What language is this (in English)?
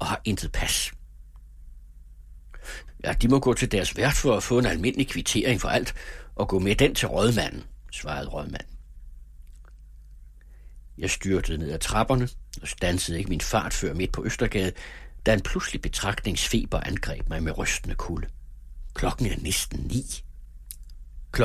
Danish